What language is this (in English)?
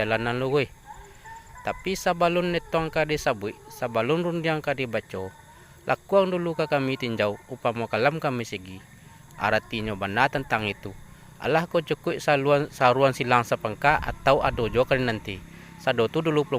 Minangkabau